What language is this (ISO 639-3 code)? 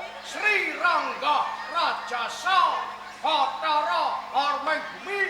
jav